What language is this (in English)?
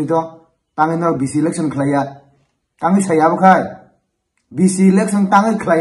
Kok Borok